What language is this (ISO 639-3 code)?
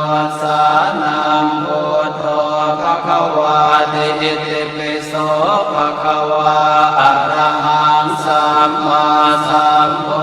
pli